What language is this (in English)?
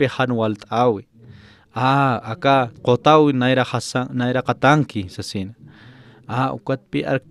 Aymara